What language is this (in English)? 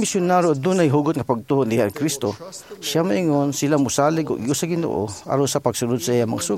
Cebuano